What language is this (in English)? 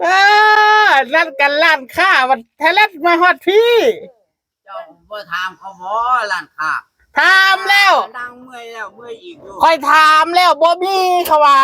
Northeastern Thai